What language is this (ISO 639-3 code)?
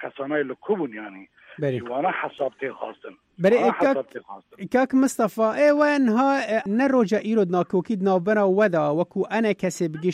kur